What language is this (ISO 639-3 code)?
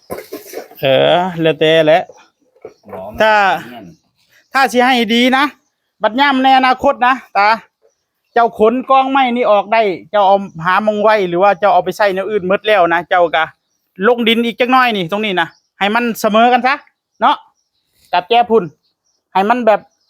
tts